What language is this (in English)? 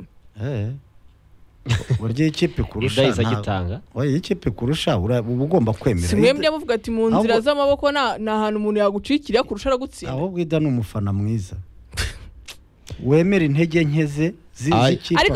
Kinyarwanda